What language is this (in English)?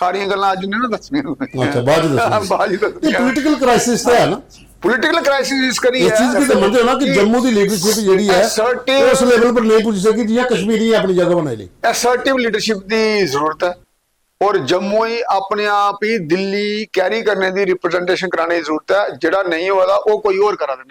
Dogri